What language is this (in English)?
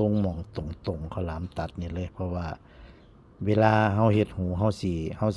Northeastern Thai